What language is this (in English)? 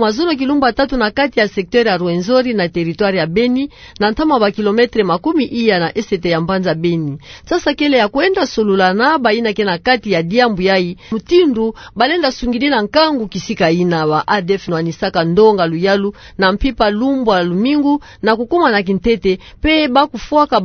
Kituba (Democratic Republic of Congo)